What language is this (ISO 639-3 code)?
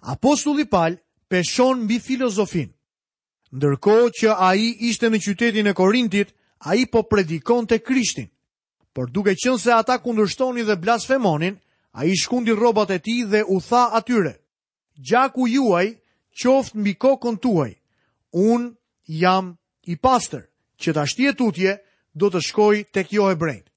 sqi